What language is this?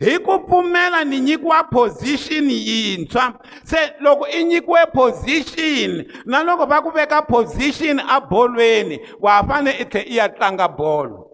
Tsonga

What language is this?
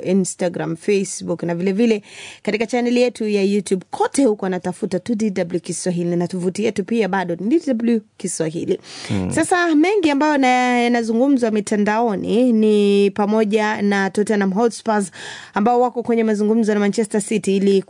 Swahili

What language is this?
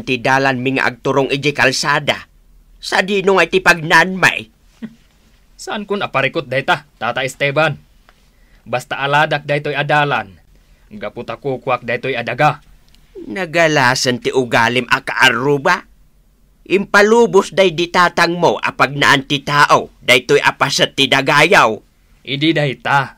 Iloko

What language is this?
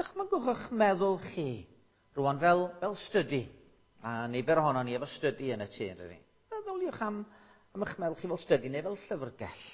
Welsh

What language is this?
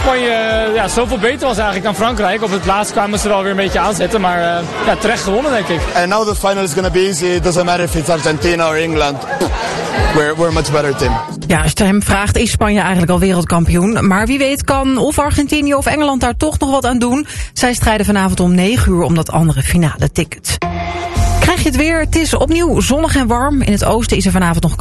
Dutch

